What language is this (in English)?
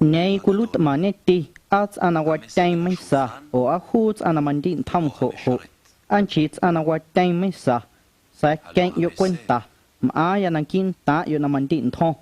Guerrero Amuzgo